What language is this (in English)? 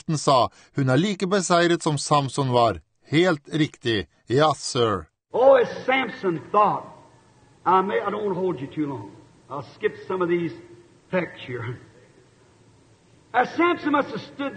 Norwegian